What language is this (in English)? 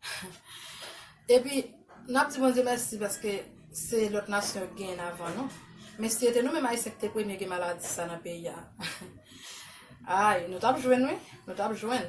Haitian Creole